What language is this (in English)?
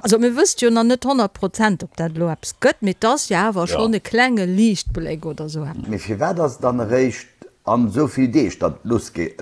Luxembourgish